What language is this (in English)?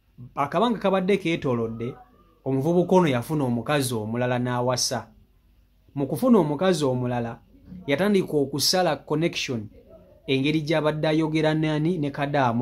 Ganda